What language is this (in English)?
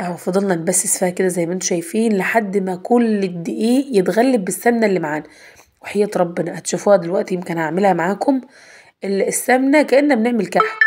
Egyptian Arabic